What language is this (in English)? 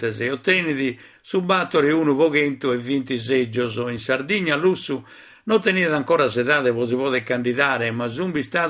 Sardinian